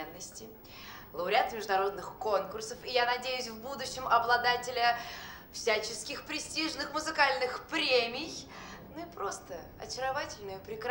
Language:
Russian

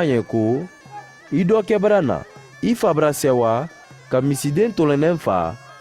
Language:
Mandingo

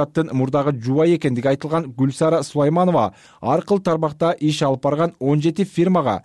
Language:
Kyrgyz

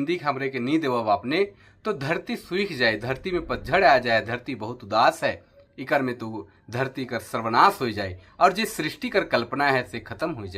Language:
Sadri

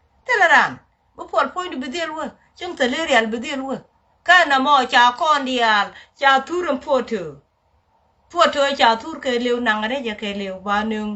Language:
Nuer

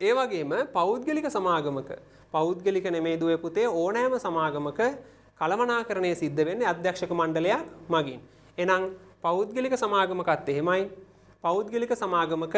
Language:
Sinhala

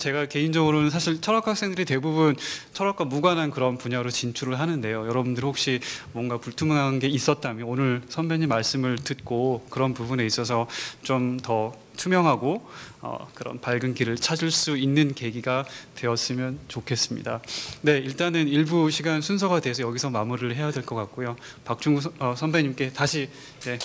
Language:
Korean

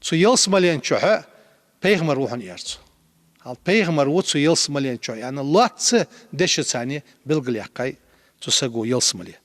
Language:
Ingush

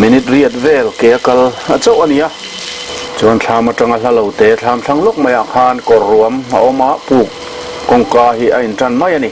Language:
Mizo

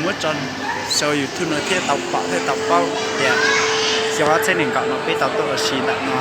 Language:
Hmong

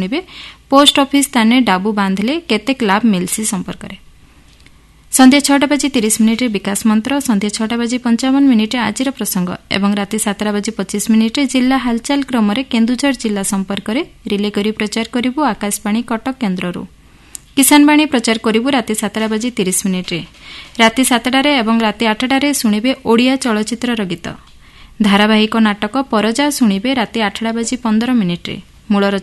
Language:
Odia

